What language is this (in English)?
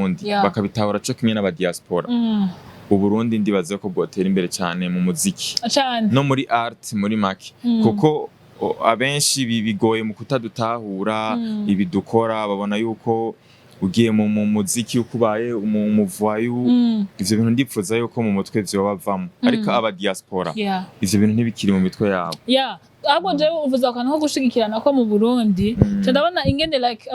Rundi